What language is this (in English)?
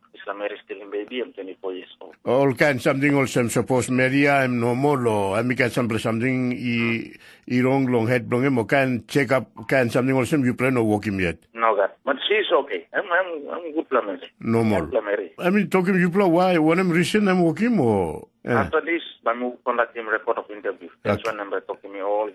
Tok Pisin